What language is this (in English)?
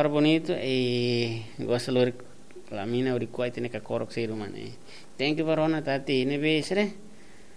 Tetum